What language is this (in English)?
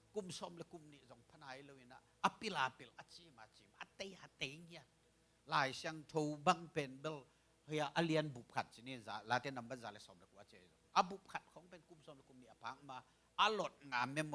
Tedim Chin